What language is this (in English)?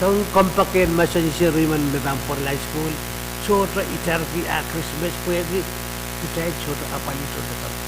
Pohnpeian